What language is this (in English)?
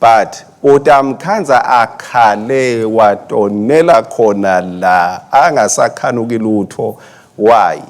Swati